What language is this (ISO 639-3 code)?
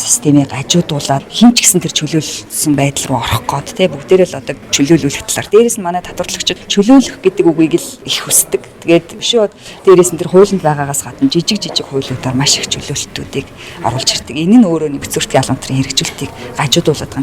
mon